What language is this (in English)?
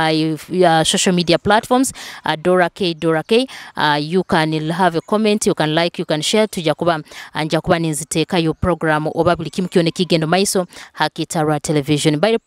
Nyoro